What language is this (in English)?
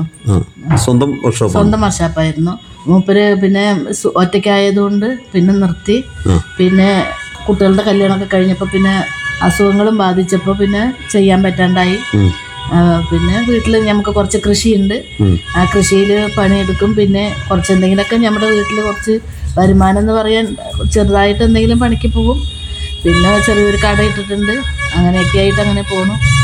Malayalam